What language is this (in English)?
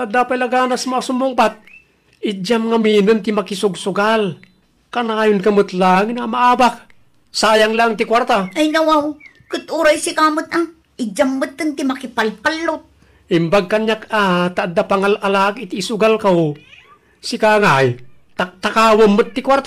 Iloko